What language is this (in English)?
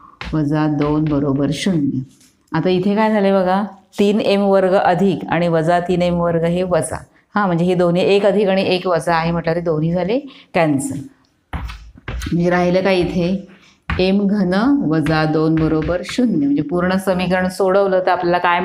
Marathi